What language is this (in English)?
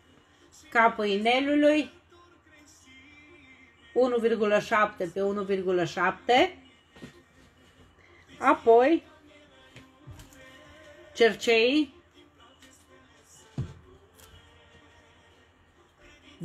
Romanian